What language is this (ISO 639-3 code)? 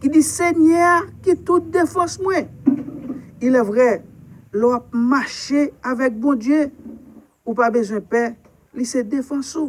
hat